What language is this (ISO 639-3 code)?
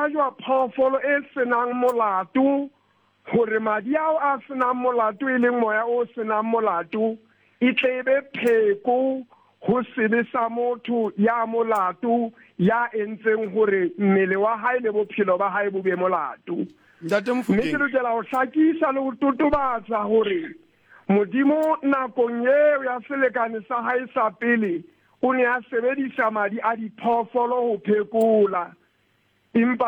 sot